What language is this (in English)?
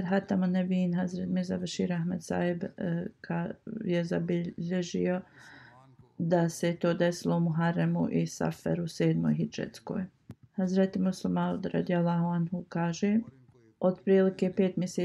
Bosnian